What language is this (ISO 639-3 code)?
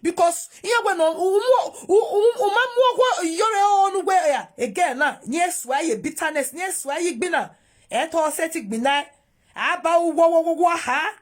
pcm